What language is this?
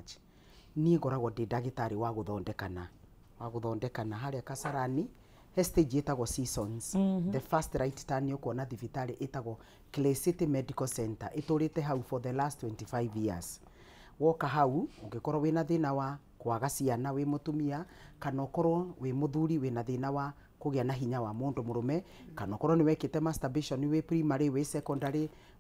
Kikuyu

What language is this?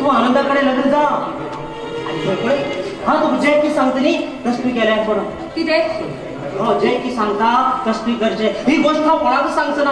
Konkani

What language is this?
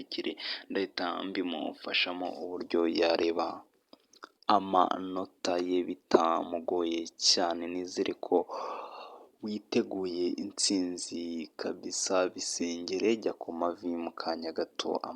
Kinyarwanda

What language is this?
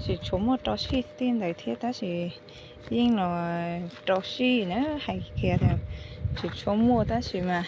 Hmong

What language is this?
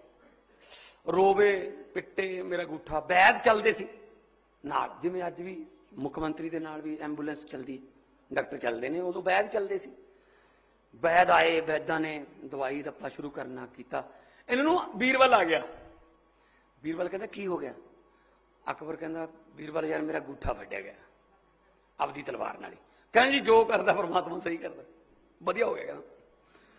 Punjabi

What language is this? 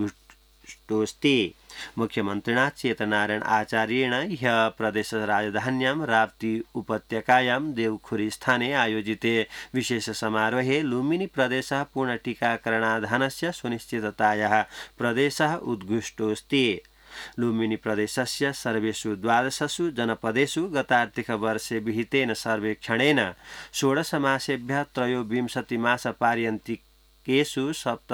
Sanskrit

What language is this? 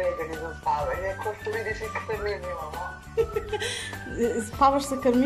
Serbian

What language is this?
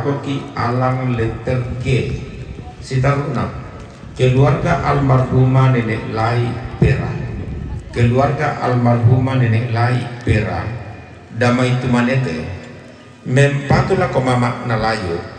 Toraja-Sa'dan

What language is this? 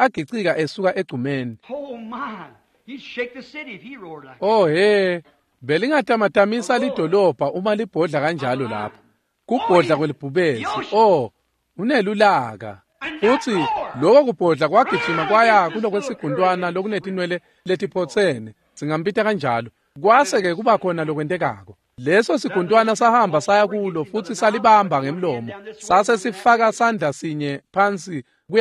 Swati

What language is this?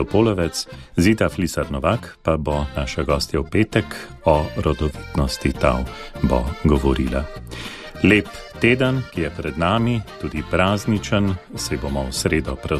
Slovenian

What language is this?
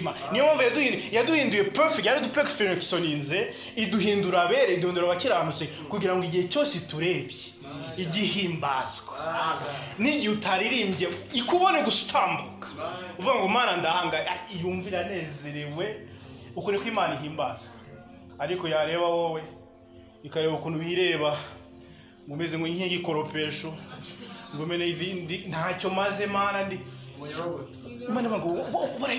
Kinyarwanda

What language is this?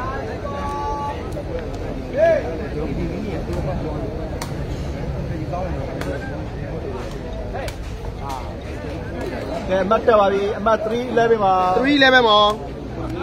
Burmese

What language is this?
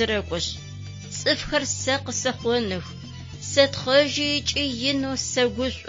Adyghe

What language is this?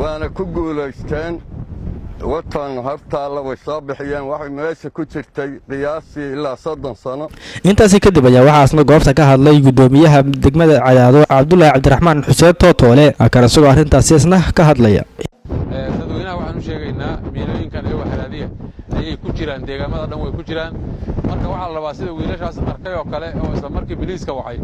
Somali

